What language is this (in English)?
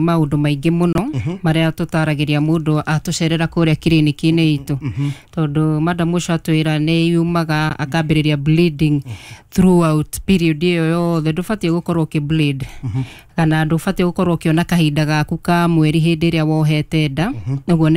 Kikuyu